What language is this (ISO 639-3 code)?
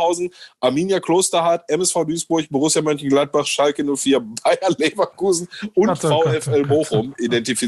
deu